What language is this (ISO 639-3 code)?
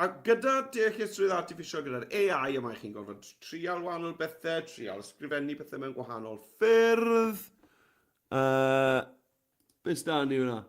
cym